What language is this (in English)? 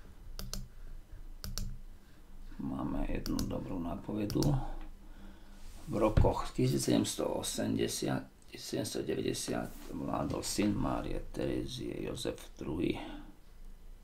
Slovak